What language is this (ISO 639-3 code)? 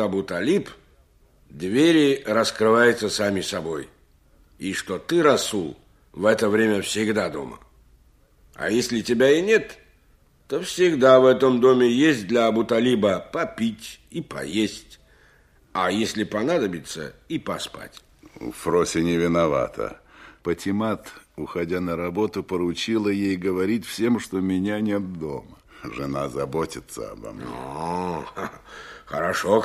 rus